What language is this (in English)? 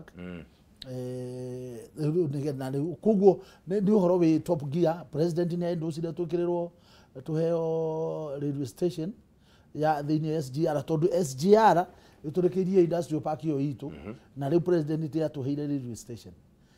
Kikuyu